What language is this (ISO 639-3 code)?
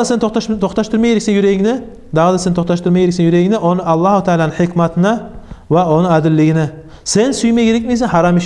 kum